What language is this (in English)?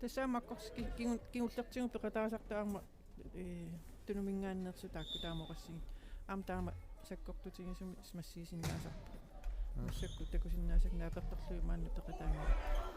Kalaallisut